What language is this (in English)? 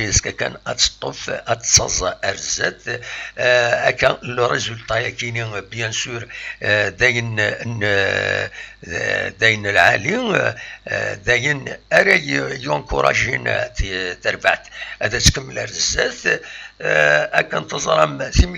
Kabyle